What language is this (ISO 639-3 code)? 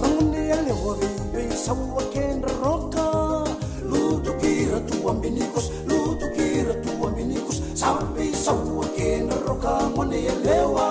fij